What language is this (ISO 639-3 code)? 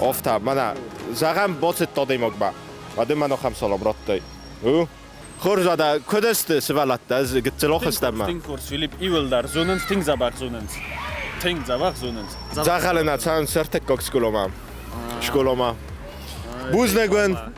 oss